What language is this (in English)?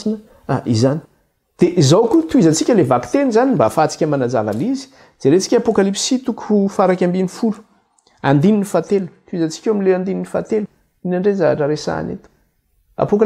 Malagasy